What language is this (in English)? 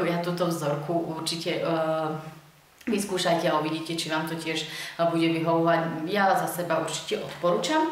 Slovak